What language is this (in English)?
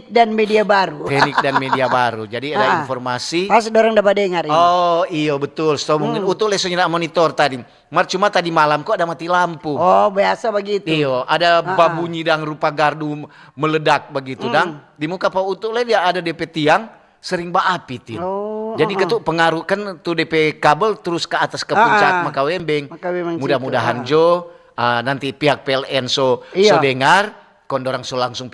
Manado Malay